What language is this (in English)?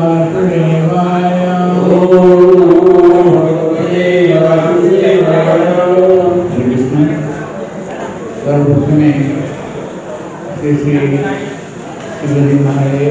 Odia